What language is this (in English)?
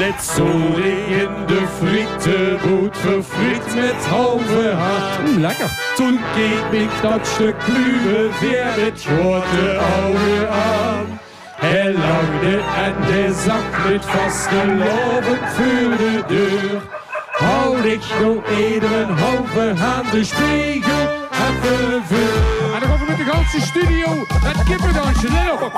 Limburgish